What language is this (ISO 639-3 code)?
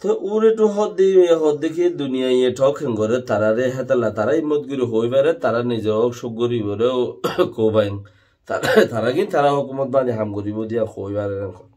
rhg